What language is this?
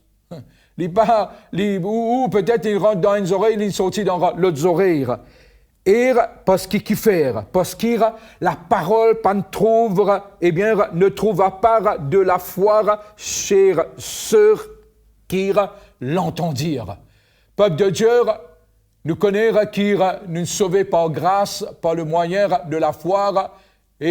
Morisyen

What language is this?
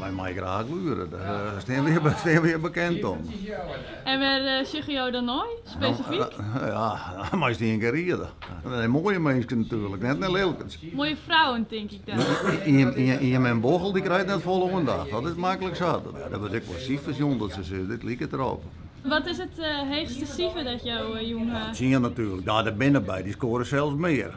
Western Frisian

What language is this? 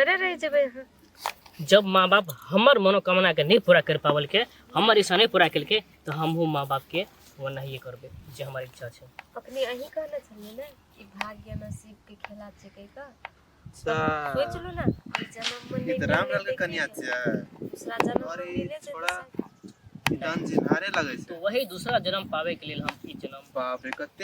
Maithili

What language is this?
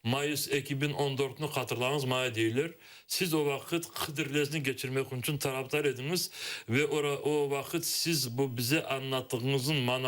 Crimean Tatar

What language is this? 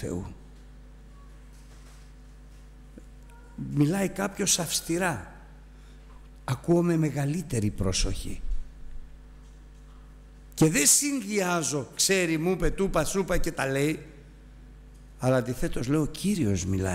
Greek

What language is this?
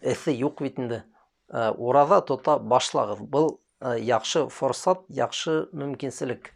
Bashkir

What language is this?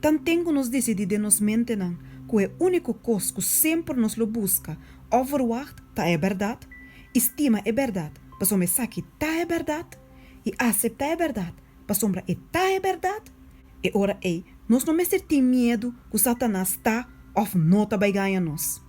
Papiamento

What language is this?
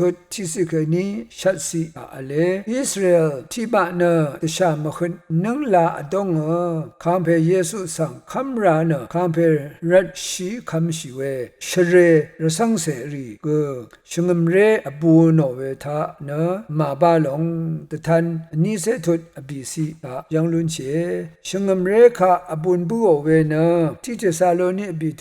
Rawang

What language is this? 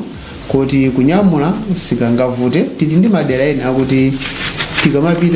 Nyanja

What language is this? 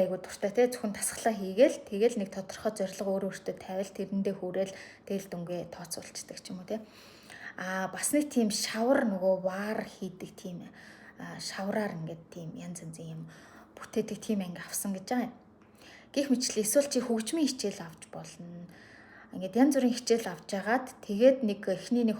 Mongolian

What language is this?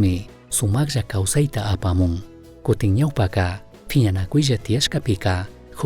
Chimborazo Highland Quichua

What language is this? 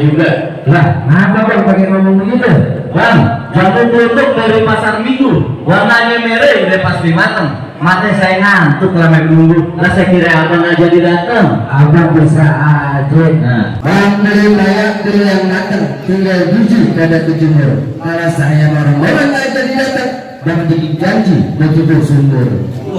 Betawi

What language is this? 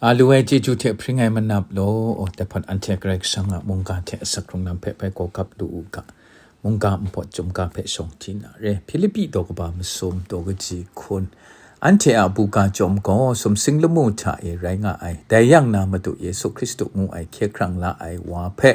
Kachin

